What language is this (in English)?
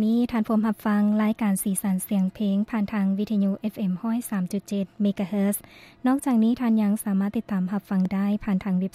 Lao